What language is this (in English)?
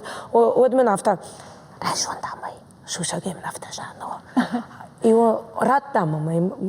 Ossetic